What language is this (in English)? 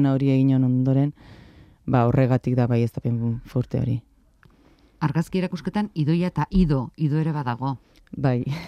Basque